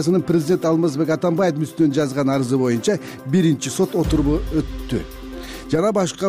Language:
Kyrgyz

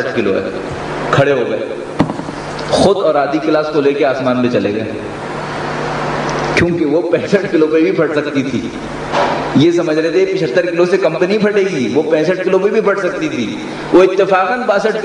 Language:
Urdu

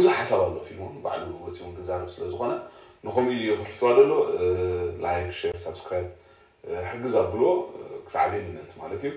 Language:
Tigrinya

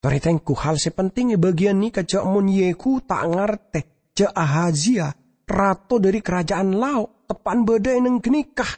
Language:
Madurese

